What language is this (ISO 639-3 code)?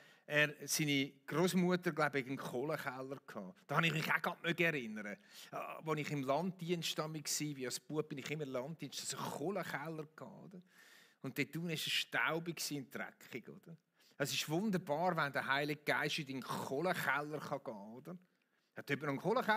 gsw